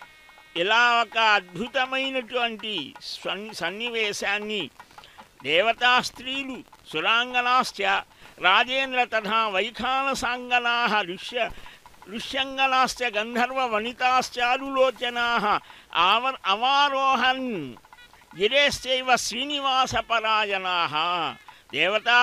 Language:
Telugu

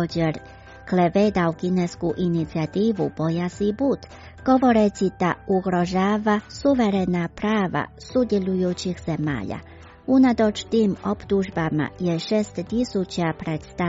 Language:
Croatian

